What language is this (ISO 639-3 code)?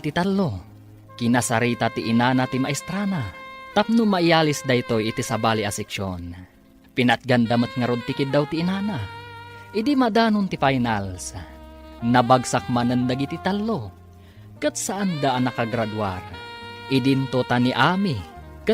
ilo